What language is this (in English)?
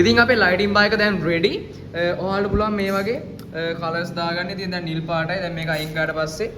Sinhala